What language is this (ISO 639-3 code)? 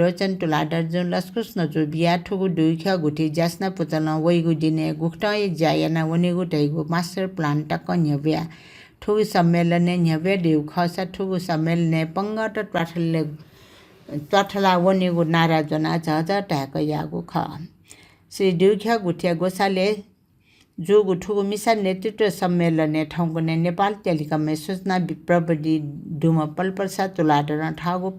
new